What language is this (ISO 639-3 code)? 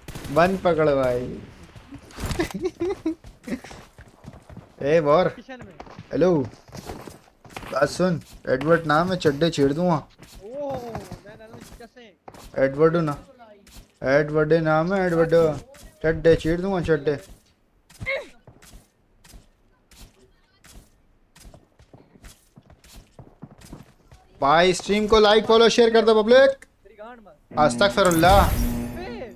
hin